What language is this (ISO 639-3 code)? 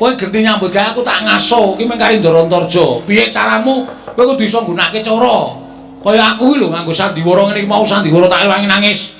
jav